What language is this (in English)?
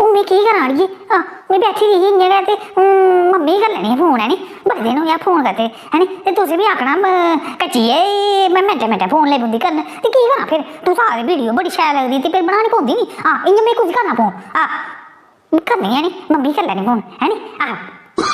Dogri